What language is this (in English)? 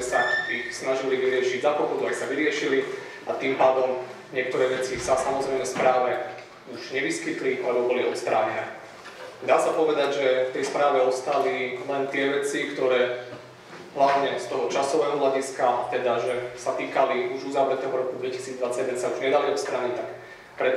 Slovak